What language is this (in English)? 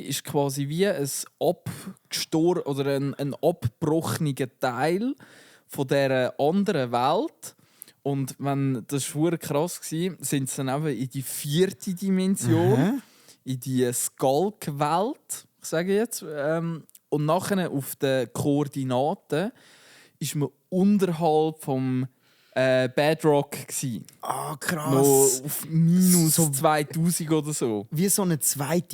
Swiss German